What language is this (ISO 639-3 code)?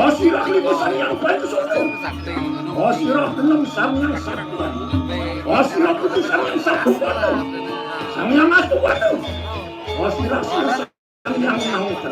ban